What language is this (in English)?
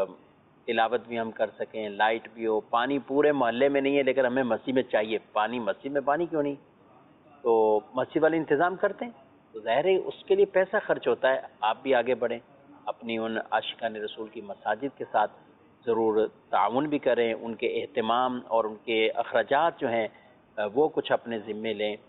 Urdu